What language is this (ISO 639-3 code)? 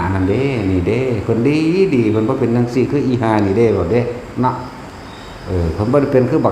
tts